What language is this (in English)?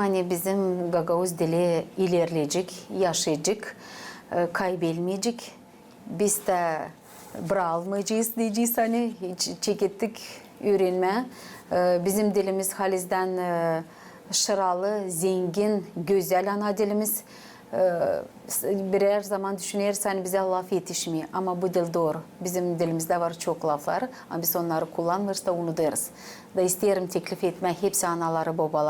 Gagauz